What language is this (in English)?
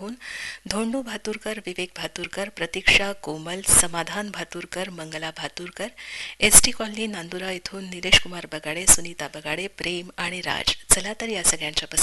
Marathi